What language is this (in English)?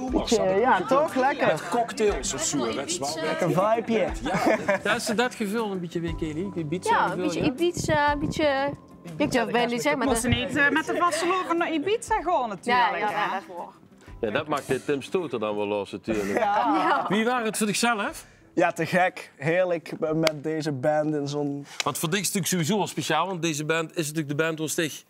Dutch